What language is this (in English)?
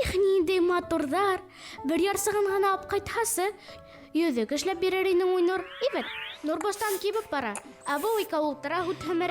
Bashkir